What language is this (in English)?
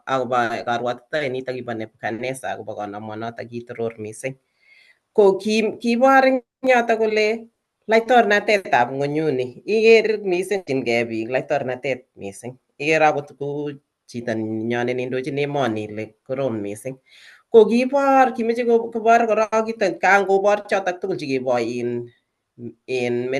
Kalenjin